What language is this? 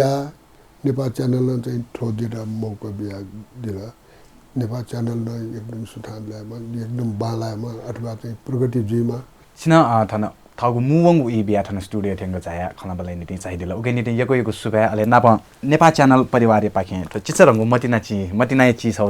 Newari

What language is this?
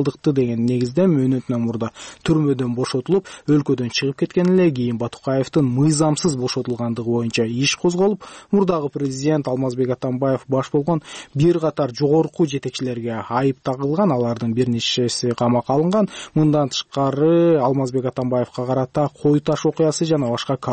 Kyrgyz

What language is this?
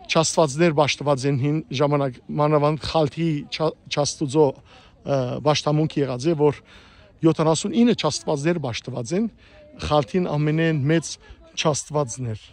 Western Armenian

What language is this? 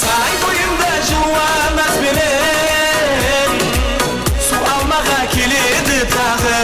Kara-Kalpak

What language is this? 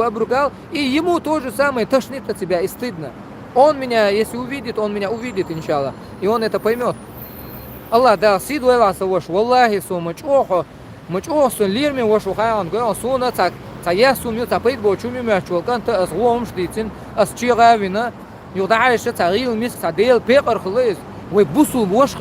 Chechen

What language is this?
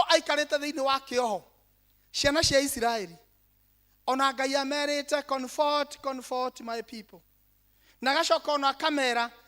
Kikuyu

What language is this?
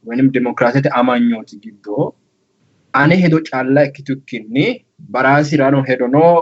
Sidamo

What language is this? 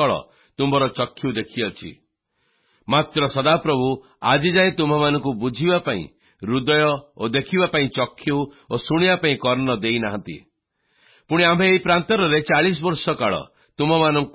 Odia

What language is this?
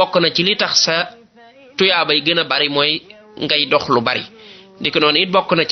Wolof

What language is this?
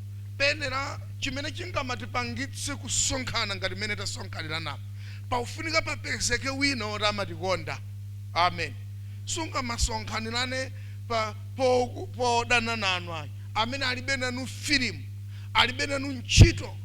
Nyanja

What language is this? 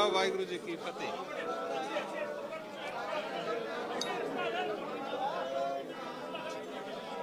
Punjabi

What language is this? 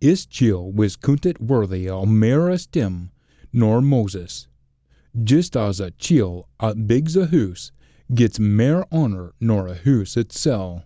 Scots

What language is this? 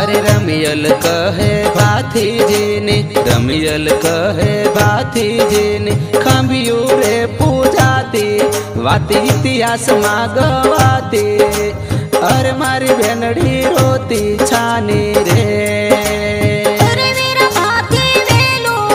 Gujarati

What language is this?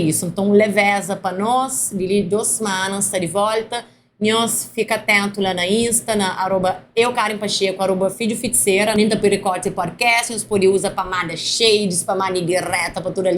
Kabuverdianu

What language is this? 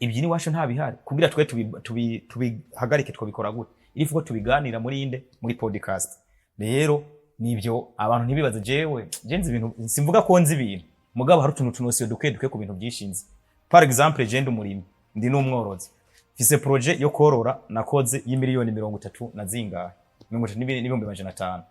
Rundi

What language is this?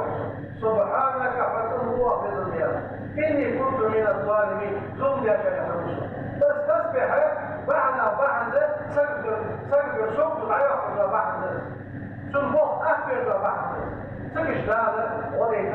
Ingush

